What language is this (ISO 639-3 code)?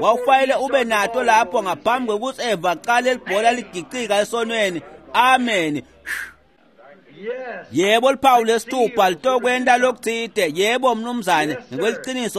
ssw